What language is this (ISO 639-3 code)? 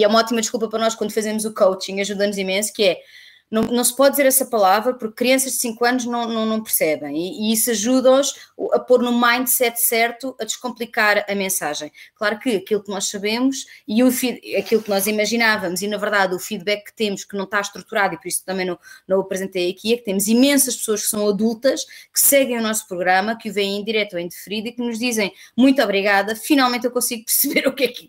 por